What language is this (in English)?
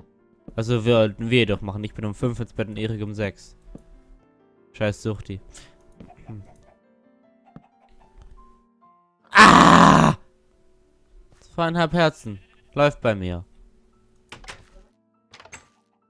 German